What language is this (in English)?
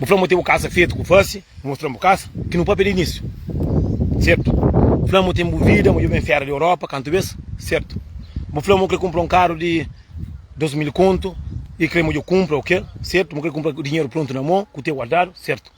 Kabuverdianu